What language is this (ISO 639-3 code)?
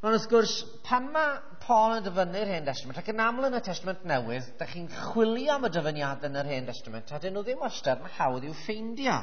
cym